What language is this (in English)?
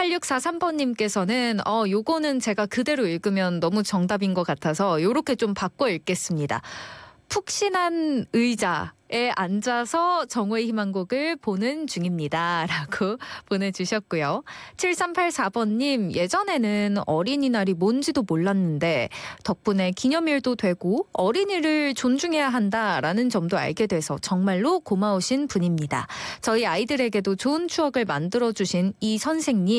Korean